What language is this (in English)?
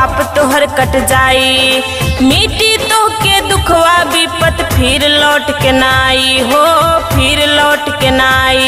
Bhojpuri